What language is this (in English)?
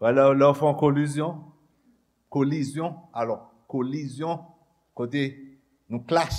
Haitian Creole